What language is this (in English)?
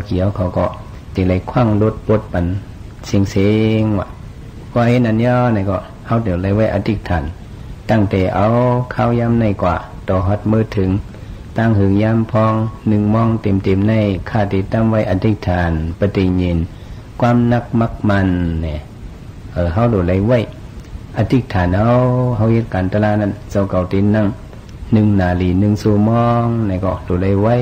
Shan